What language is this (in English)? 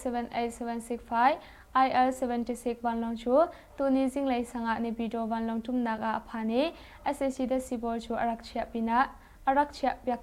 Hakha Chin